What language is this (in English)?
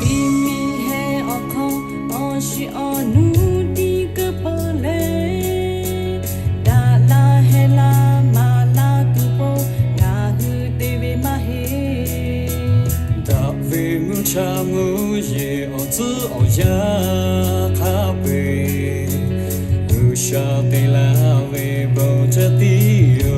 Lahu